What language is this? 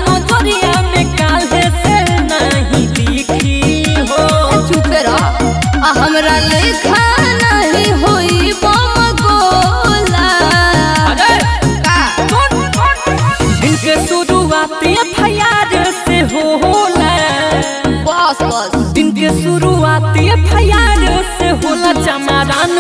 Bhojpuri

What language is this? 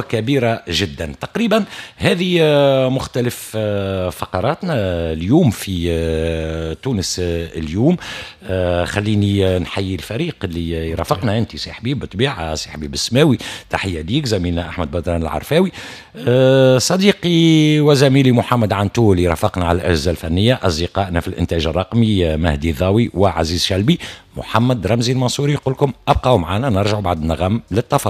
Tunisian Arabic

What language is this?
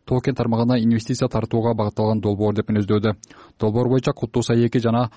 Kyrgyz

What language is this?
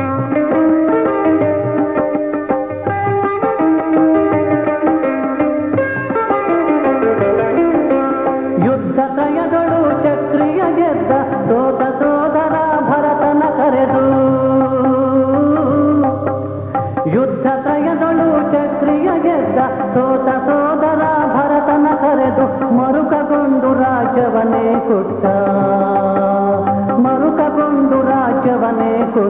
Kannada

